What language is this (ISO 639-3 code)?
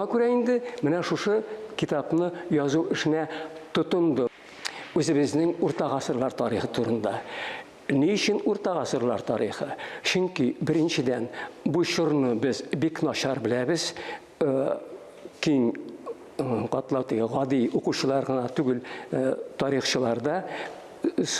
tat